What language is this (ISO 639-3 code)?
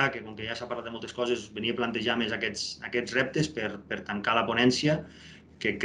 cat